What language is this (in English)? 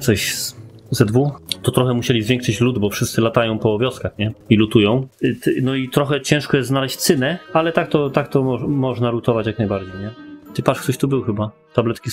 Polish